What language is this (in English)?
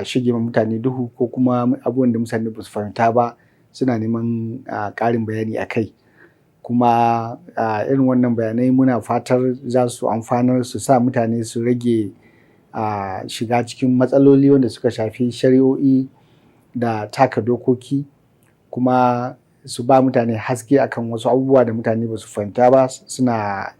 Hausa